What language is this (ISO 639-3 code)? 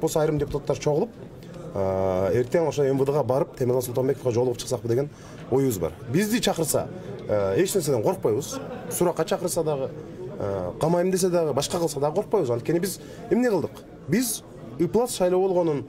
kir